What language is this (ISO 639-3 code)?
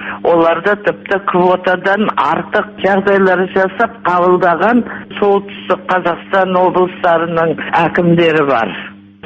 kaz